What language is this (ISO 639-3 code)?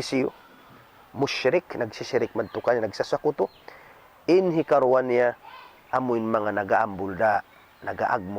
tsg